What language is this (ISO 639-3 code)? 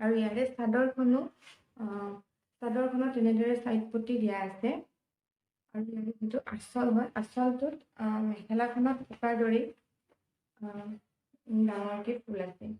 asm